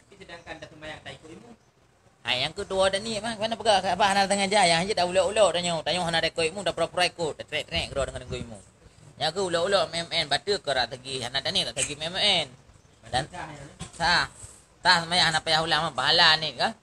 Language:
Achinese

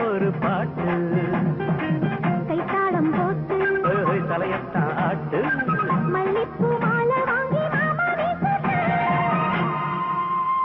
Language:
Tamil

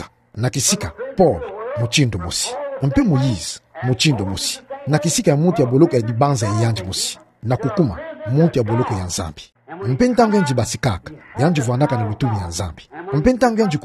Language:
Kituba (Democratic Republic of Congo)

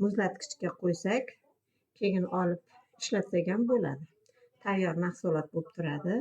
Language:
Uzbek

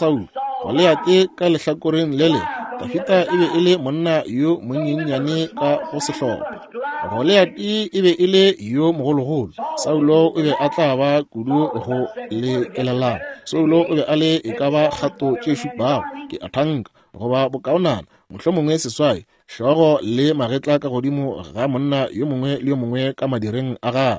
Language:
Northern Sotho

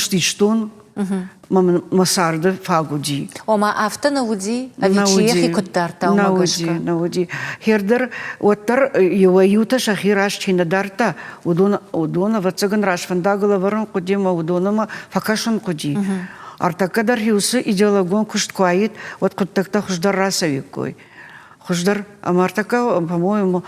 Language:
Ossetic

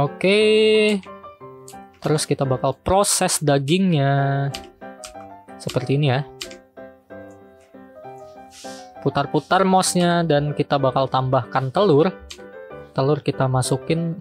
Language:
Indonesian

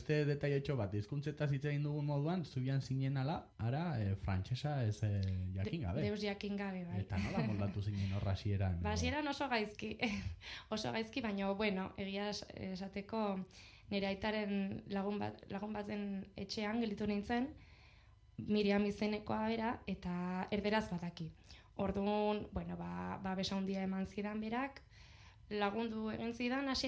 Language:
Basque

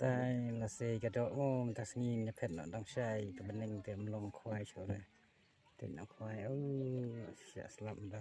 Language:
Khasi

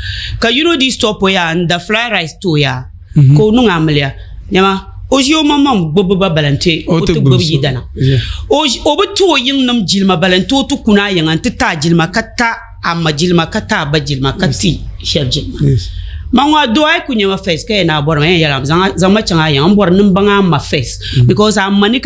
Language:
Dagbani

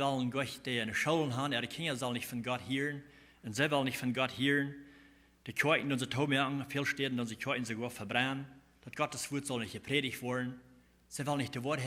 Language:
Plautdietsch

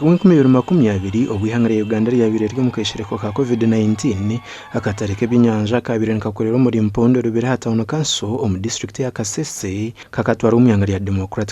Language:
Nyankole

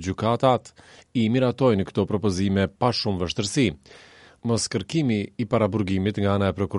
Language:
Albanian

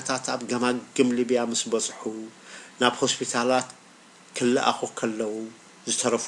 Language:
Tigrinya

